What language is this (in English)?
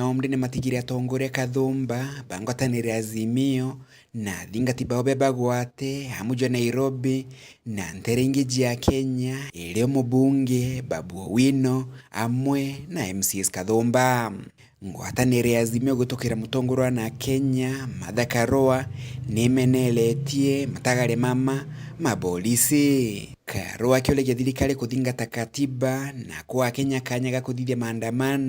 Meru